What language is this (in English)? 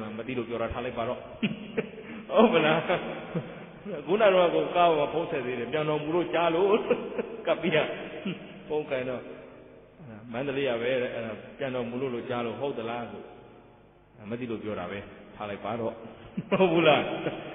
Burmese